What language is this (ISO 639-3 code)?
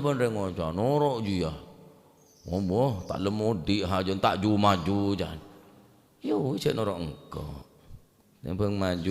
mad